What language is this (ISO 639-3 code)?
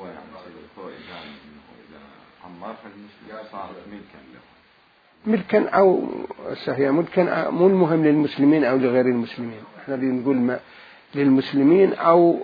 acm